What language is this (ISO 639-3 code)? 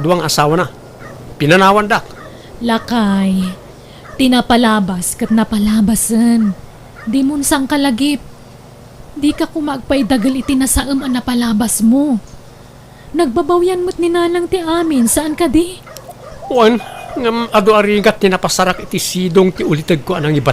ilo